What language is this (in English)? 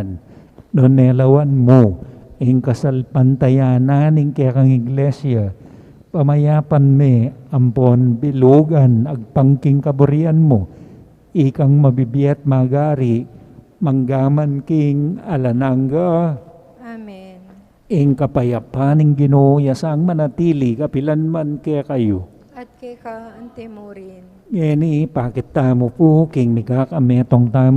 Pampanga